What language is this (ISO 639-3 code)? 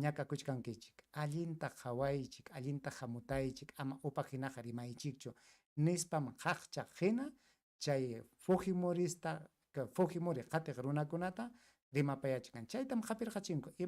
quy